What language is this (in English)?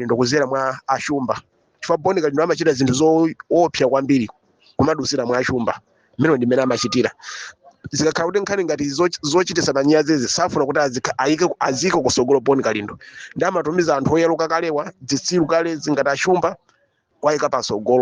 Nyanja